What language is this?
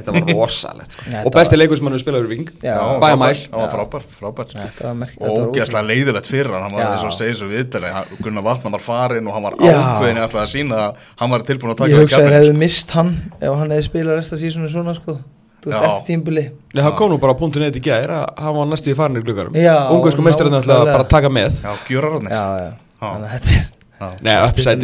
Icelandic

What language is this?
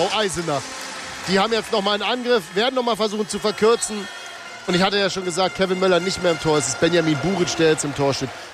German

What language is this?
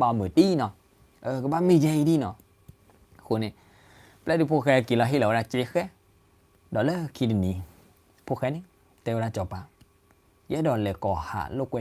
S'gaw Karen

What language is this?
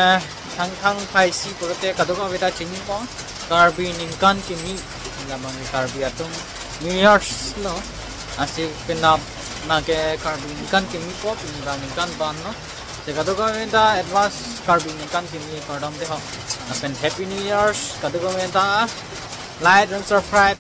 Karbi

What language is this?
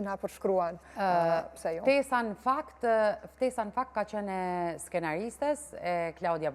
Albanian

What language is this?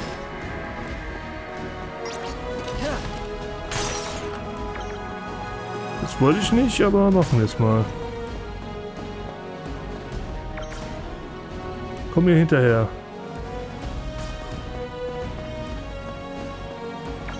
German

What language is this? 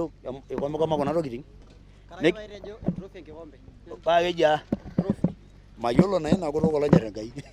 Masai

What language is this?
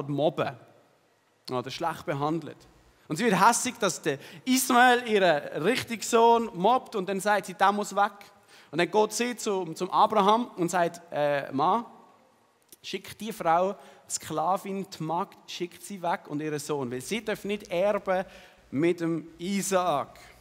Swiss German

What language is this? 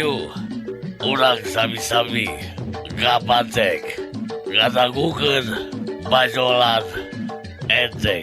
Sundanese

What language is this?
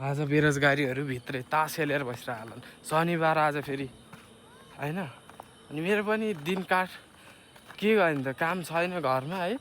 Nepali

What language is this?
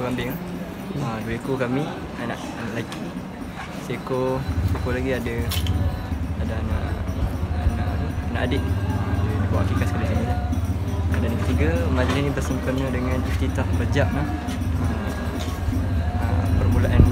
Malay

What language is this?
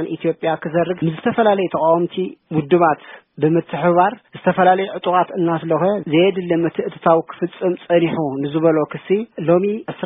Tigrinya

